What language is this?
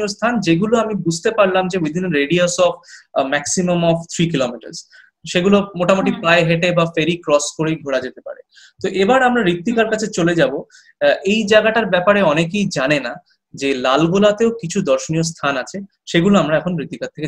Bangla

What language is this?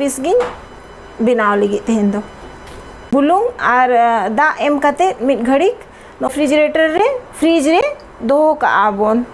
Santali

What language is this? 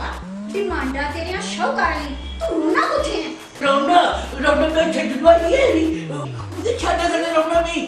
Dogri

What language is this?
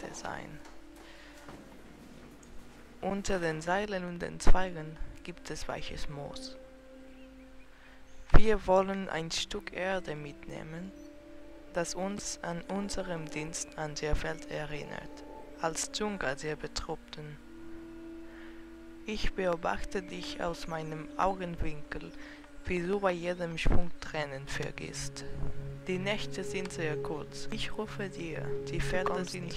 German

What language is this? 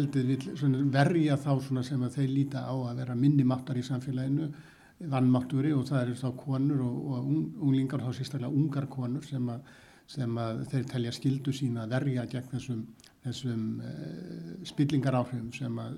Icelandic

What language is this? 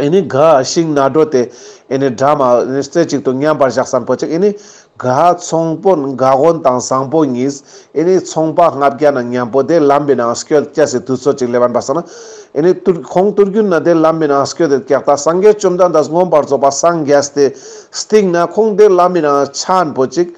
Ladakhi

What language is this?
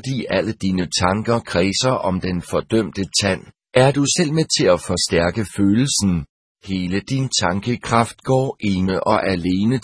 Danish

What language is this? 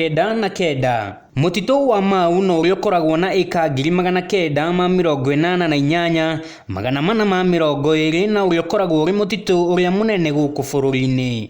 Kikuyu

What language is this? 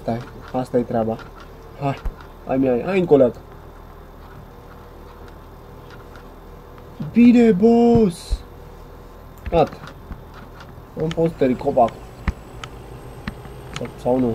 Romanian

